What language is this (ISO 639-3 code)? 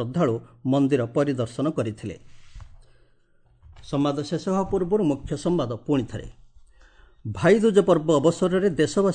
ori